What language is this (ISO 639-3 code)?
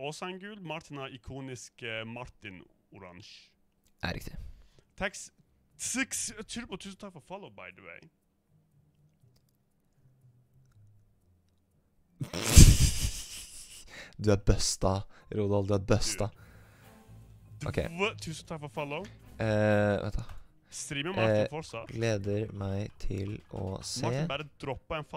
nor